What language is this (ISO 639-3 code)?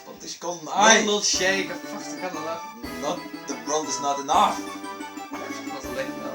fao